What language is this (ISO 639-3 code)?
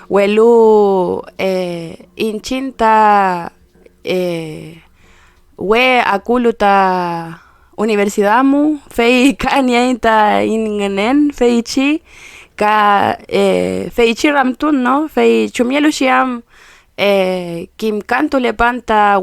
arn